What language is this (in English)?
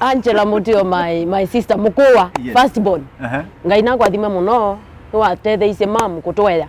Kamba